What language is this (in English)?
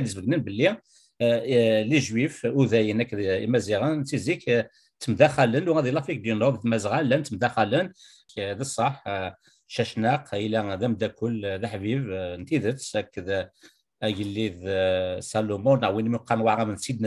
Kabyle